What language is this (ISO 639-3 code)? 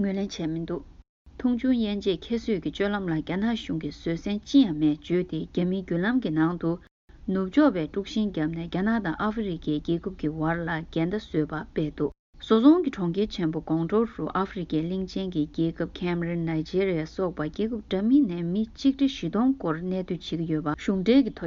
bod